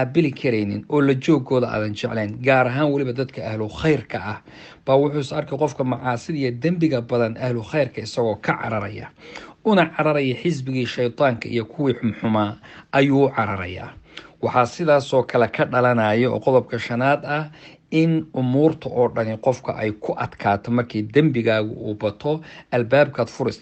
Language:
Somali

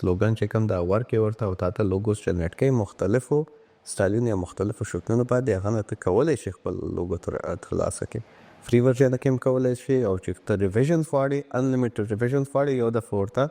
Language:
Pashto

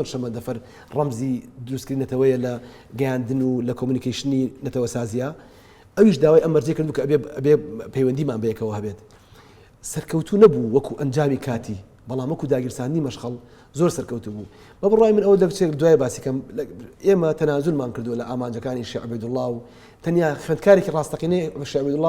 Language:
Central Kurdish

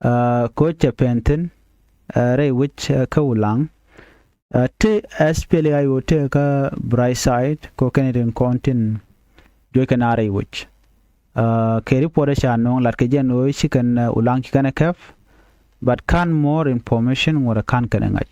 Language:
Nuer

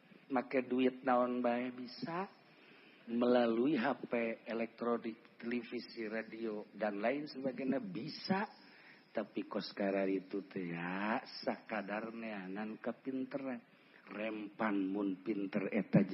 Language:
Sundanese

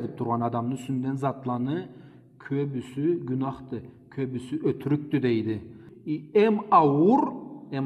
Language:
Karachay-Balkar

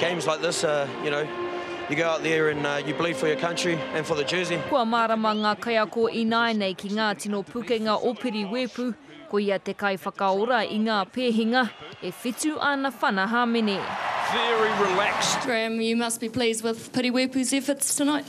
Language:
Māori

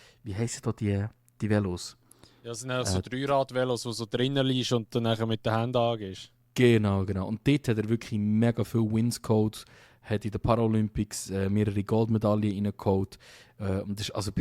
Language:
Swiss German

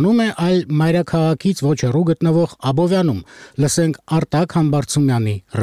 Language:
Armenian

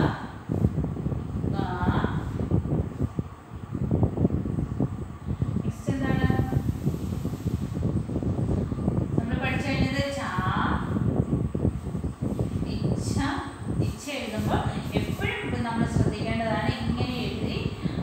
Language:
Malayalam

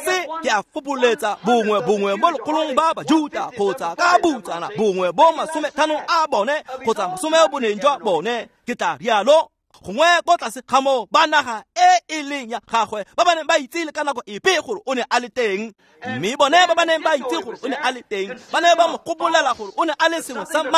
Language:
Tswana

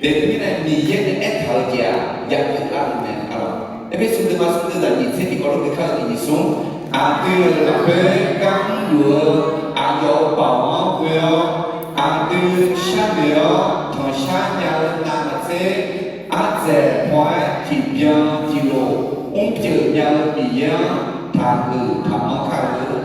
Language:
Akha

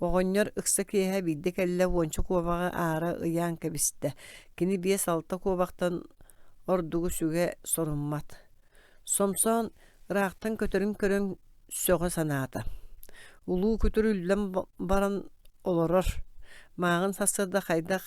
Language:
Yakut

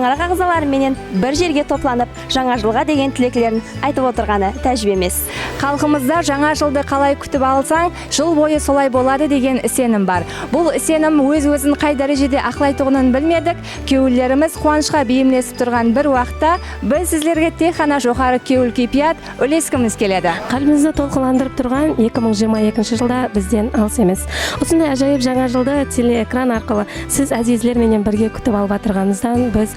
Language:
Kara-Kalpak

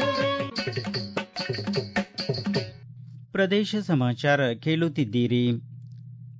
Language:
Kannada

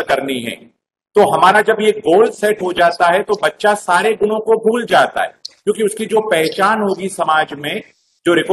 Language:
Hindi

